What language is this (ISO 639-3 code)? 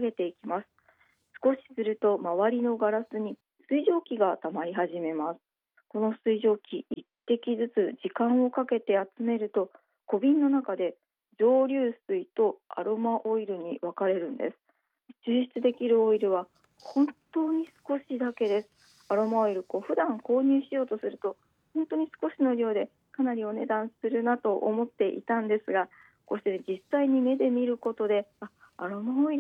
jpn